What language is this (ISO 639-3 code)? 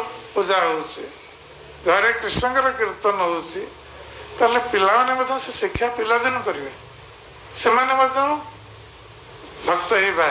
ori